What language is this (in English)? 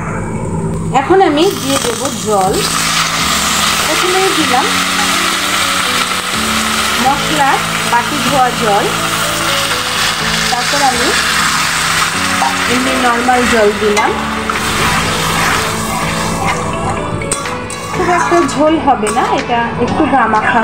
Bangla